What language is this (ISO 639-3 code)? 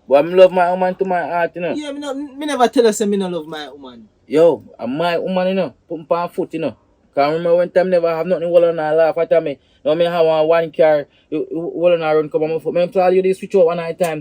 jam